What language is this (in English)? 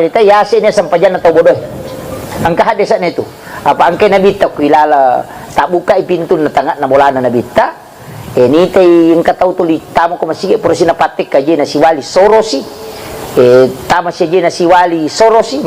Buginese